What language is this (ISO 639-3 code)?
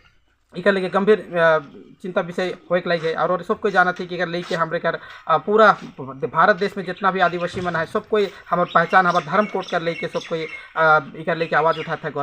sck